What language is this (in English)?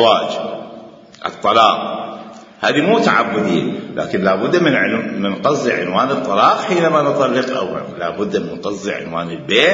Mesopotamian Arabic